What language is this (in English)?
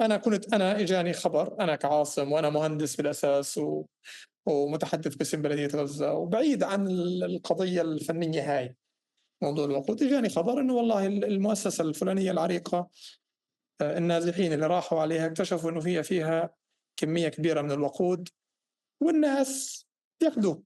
North Levantine Arabic